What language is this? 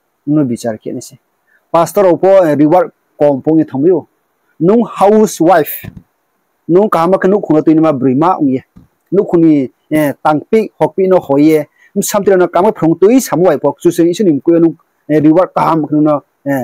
Riang (India)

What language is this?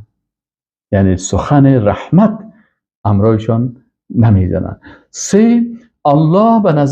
Persian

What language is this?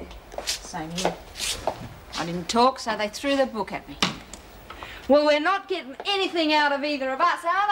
English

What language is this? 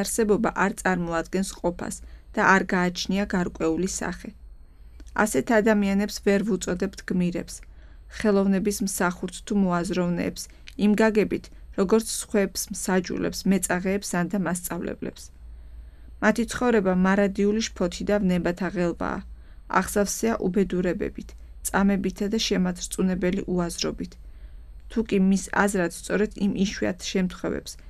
Georgian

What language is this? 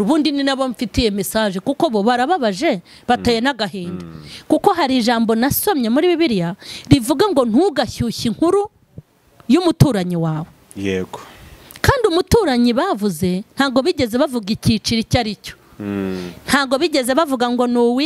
Kinyarwanda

